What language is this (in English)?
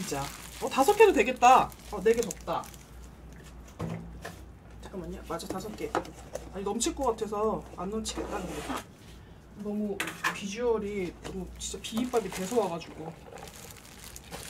Korean